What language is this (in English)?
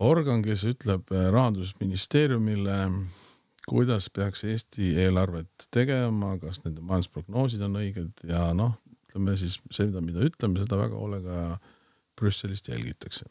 Estonian